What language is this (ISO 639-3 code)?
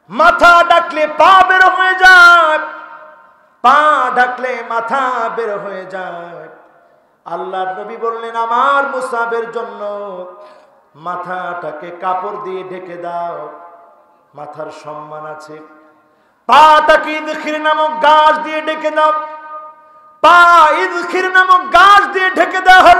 ben